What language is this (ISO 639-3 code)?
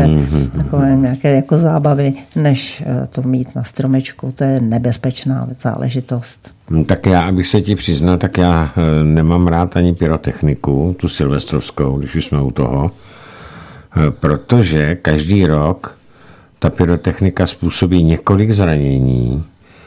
ces